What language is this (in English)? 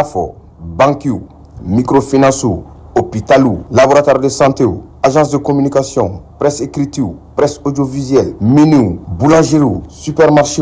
Bambara